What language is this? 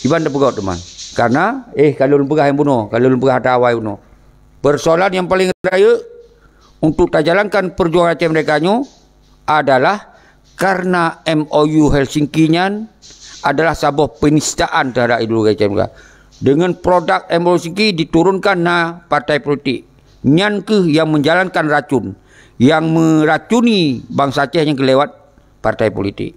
Achinese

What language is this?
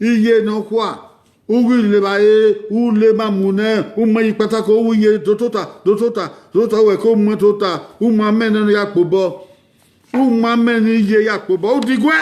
Bini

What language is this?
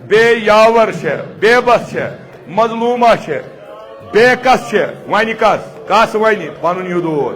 Kashmiri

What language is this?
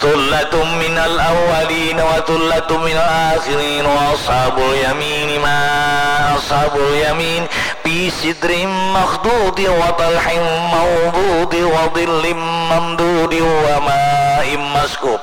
Banjar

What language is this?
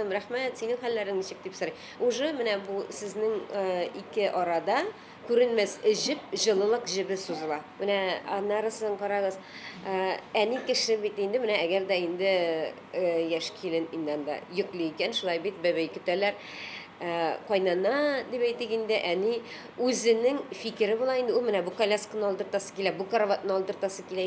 Tatar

